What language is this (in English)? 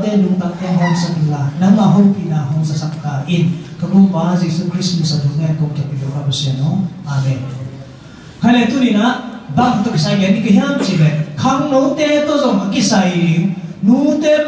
Tedim Chin